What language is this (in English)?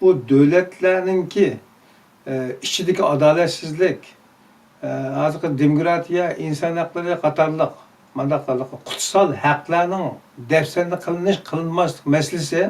Uyghur